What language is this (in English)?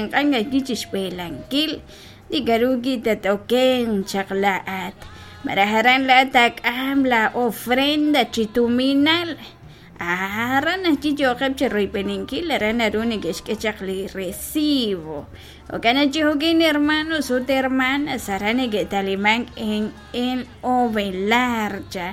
Kekchí